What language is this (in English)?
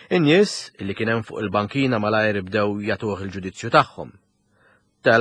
Maltese